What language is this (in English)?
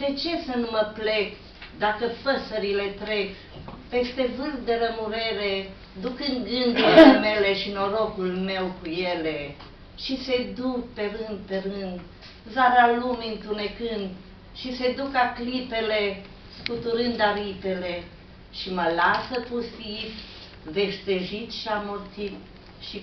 Romanian